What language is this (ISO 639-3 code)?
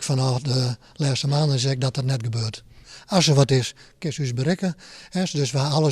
fry